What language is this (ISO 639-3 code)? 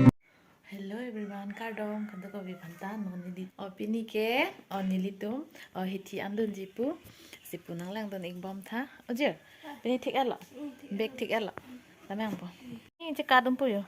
mjw